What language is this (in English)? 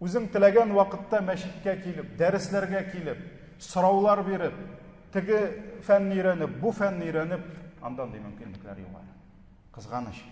Tatar